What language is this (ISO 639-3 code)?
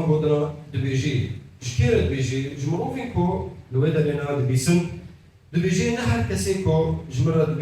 kur